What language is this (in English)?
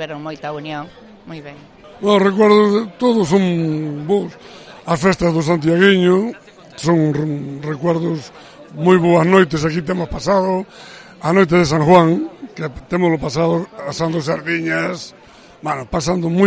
Galician